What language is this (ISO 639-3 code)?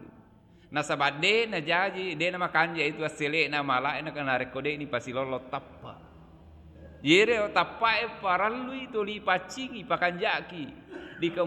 bug